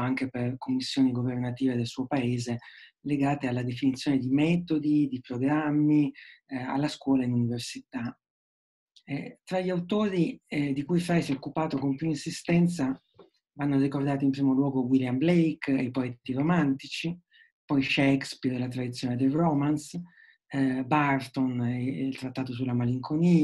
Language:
Italian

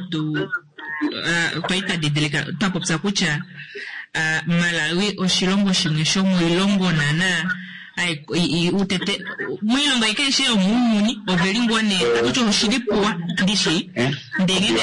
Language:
Kuanyama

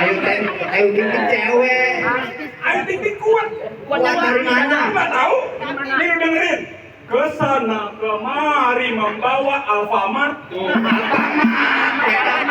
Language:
Betawi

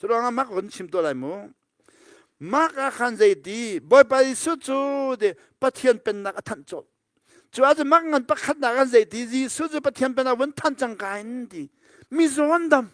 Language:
Hakha Chin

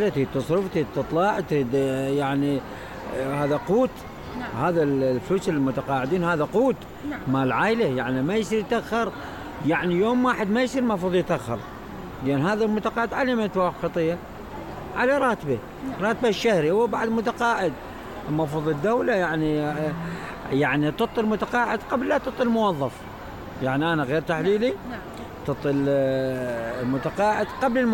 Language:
Mesopotamian Arabic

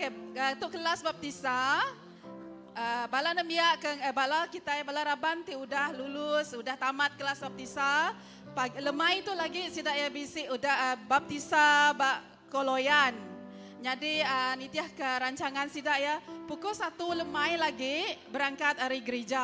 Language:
Iban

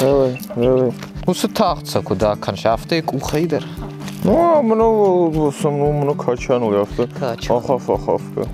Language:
Ossetic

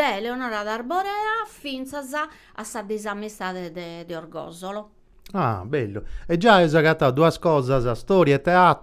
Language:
Sardinian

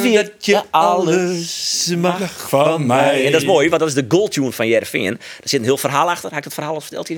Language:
Western Frisian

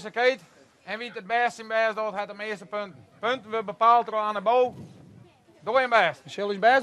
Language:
Western Frisian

